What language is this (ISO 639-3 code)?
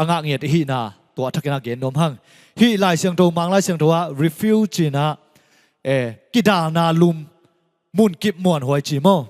ctd